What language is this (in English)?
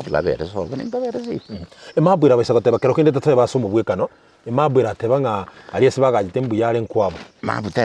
Gusii